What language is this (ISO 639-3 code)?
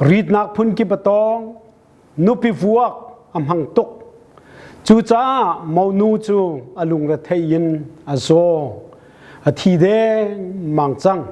cnh